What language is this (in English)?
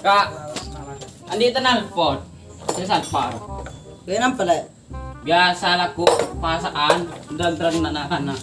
Madurese